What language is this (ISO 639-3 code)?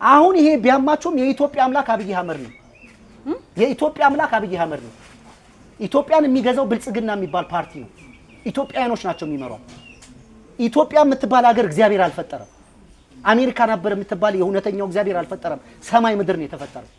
amh